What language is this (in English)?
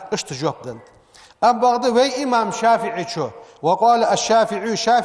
Ingush